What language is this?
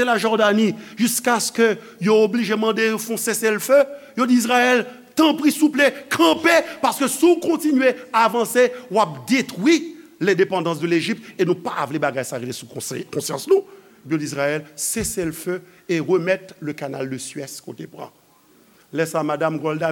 Haitian Creole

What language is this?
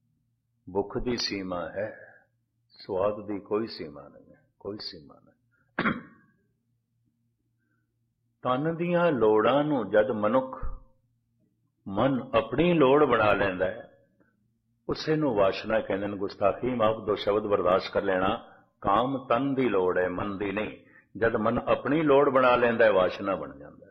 Punjabi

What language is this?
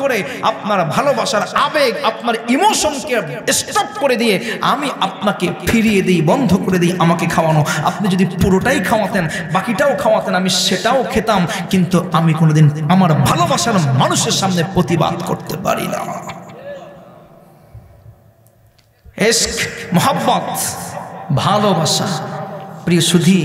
Bangla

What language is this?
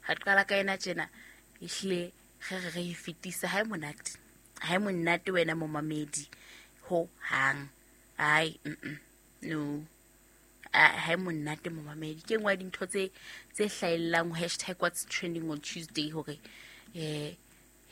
Southern Sotho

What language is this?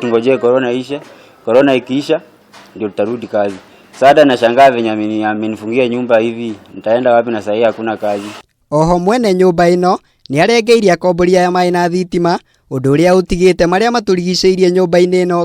Kikuyu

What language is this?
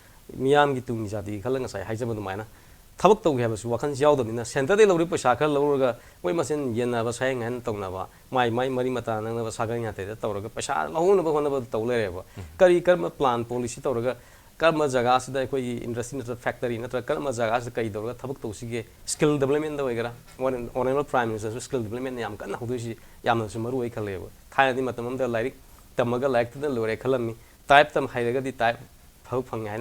Manipuri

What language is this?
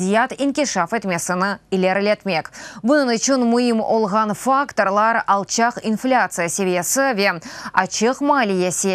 Crimean Tatar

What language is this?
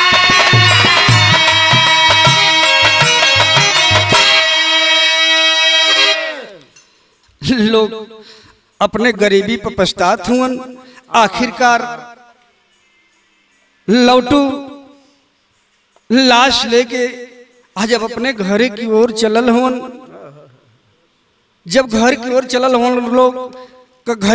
Bhojpuri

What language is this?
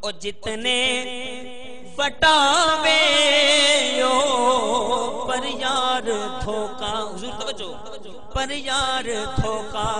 Saraiki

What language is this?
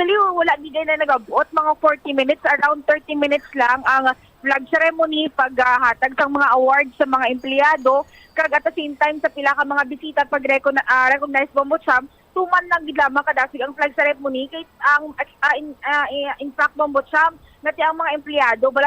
Hiligaynon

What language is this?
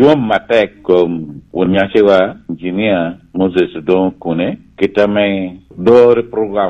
Lango (Uganda)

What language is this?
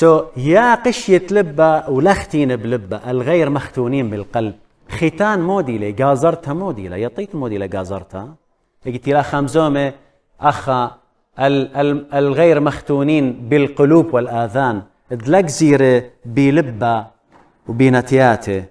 Assyrian Neo-Aramaic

